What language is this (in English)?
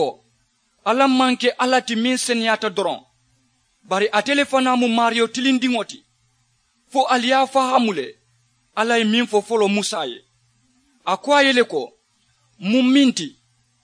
Mandingo